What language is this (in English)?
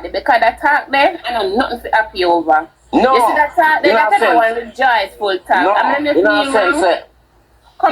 Jamaican Creole English